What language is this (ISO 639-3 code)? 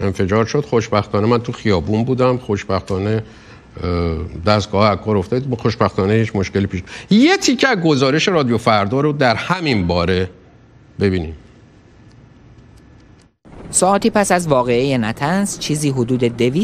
fas